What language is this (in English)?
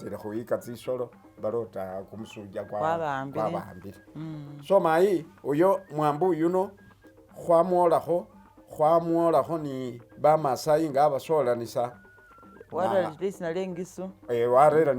Masaaba